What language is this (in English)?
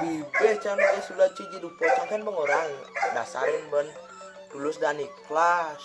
Balinese